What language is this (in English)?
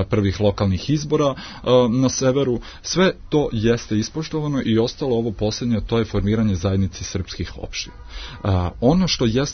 Serbian